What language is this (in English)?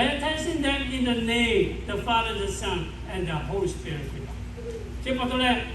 Lahu